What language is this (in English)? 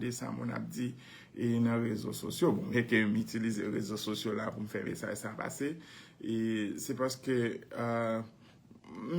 Haitian Creole